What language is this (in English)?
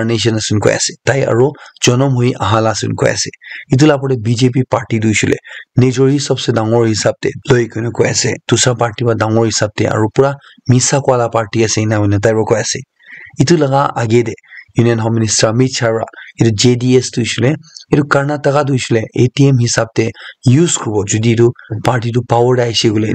Naga Pidgin